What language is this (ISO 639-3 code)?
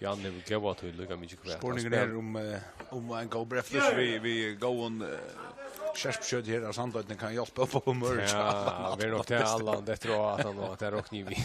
fao